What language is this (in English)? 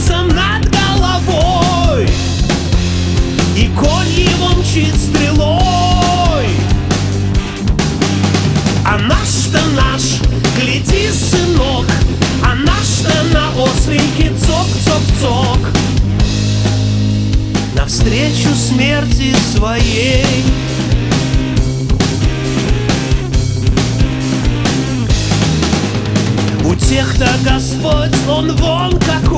Russian